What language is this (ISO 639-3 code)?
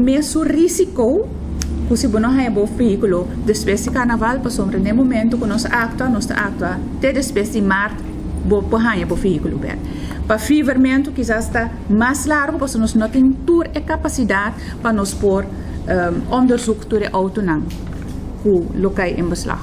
pap